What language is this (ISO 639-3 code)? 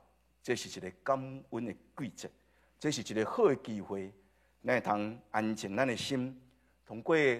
nan